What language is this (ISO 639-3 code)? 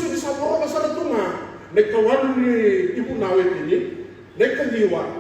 fij